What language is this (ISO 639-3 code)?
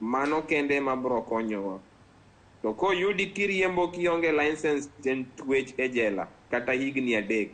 luo